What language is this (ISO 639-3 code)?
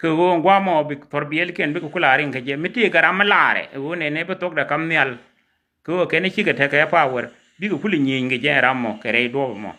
nus